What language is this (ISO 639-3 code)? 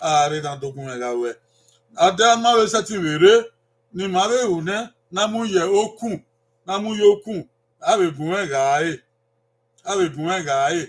bin